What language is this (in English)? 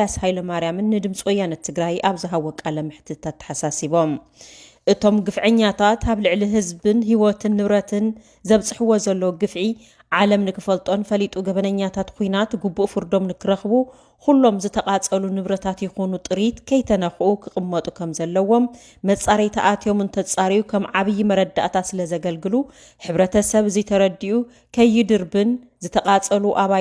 Tigrinya